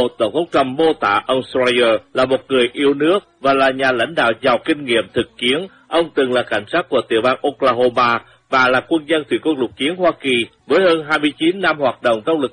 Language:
Vietnamese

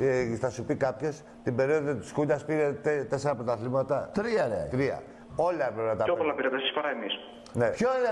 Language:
Greek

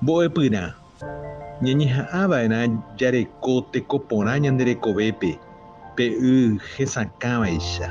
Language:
Guarani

